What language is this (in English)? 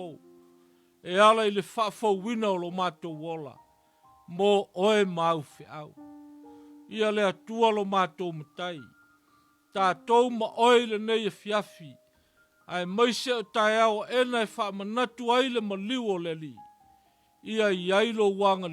Samoan